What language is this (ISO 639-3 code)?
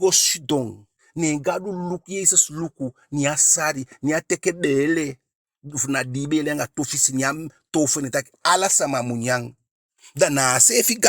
djk